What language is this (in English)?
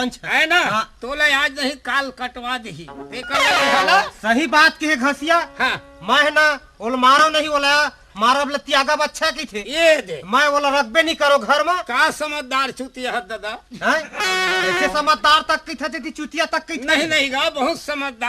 Chhattisgarhi